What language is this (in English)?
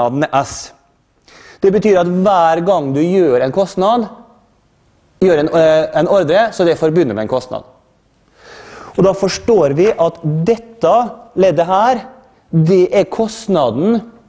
Norwegian